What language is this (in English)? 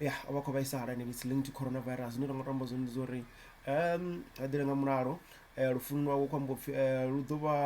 Venda